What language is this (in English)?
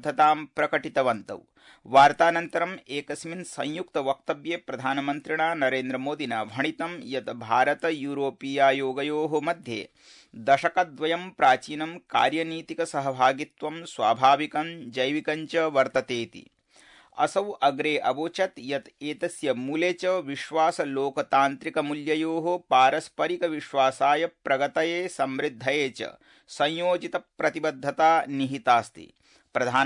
Sanskrit